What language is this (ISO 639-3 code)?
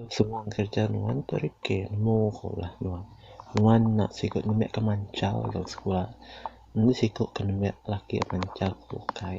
iba